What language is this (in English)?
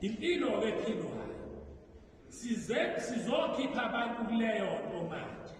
Zulu